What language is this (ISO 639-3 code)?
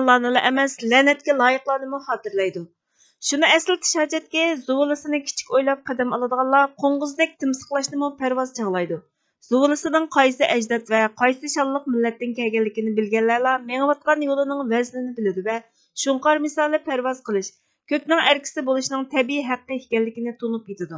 uig